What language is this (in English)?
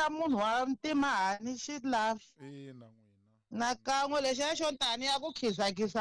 Tsonga